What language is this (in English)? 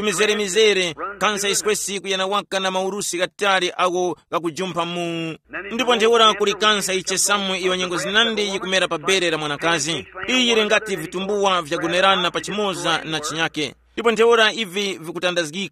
Tumbuka